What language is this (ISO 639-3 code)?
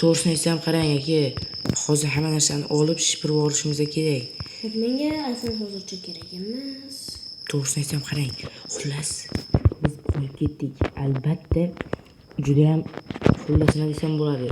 uzb